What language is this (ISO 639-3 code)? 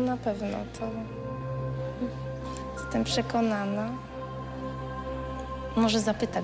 pol